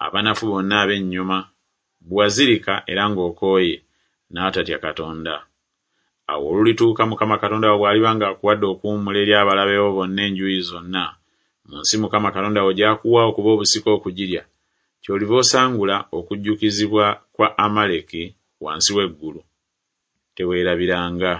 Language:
Ganda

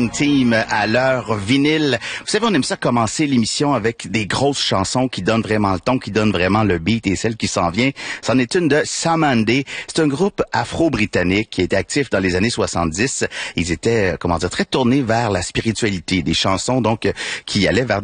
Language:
French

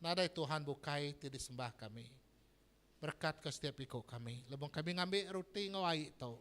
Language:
Iban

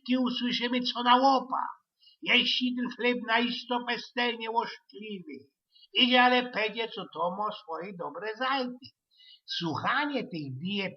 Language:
Silesian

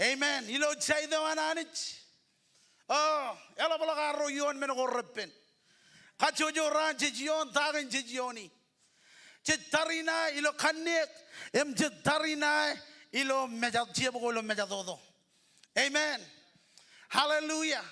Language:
Marshallese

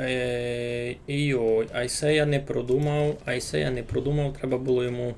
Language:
Rusyn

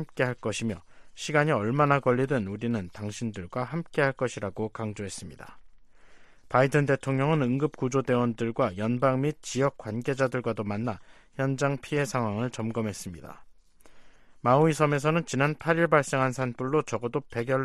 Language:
Korean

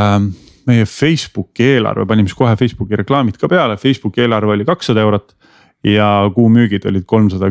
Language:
Estonian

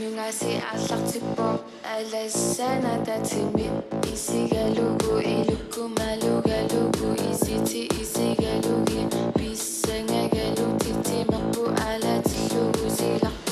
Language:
Inuktitut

